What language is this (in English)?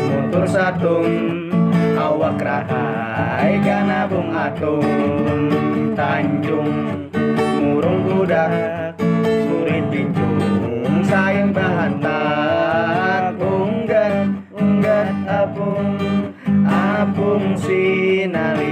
Banjar